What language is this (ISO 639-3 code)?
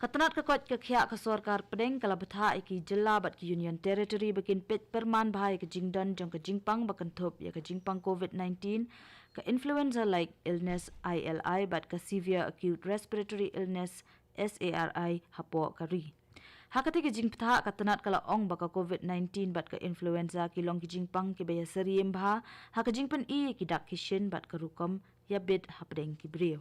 kha